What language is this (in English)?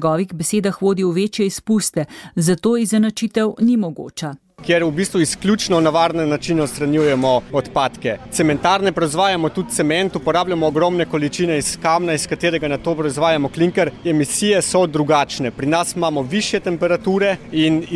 Slovenian